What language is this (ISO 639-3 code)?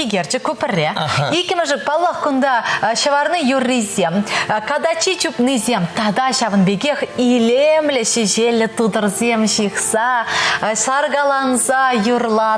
chv